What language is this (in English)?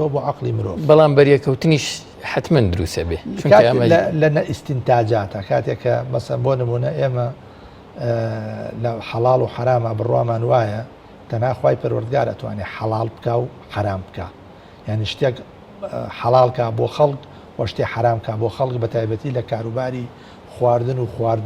Central Kurdish